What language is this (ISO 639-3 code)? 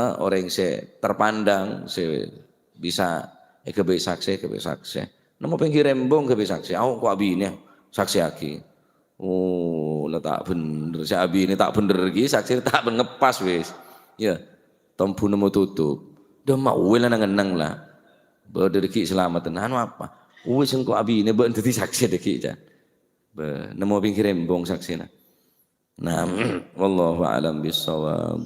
mad